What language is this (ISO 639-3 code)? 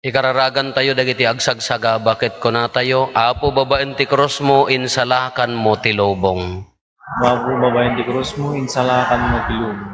ilo